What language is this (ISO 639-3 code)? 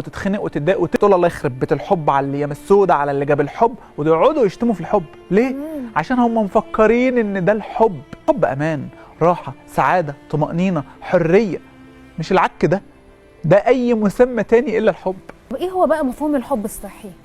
arz